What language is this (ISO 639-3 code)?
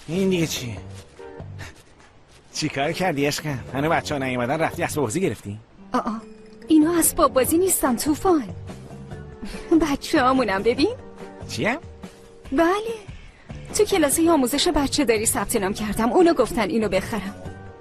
fas